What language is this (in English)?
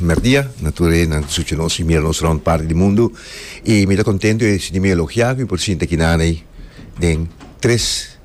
Papiamento